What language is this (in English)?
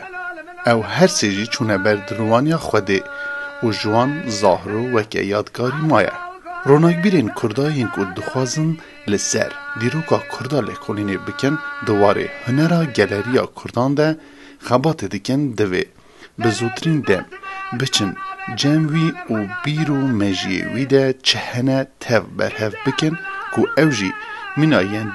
Kurdish